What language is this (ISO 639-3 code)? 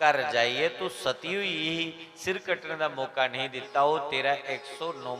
doi